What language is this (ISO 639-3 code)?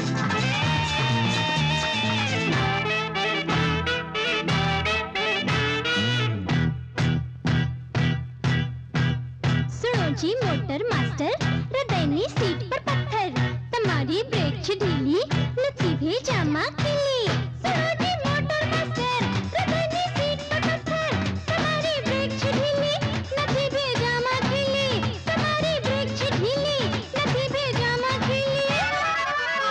guj